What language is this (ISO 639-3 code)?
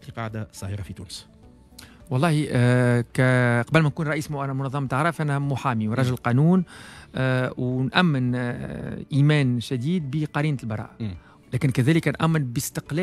aeb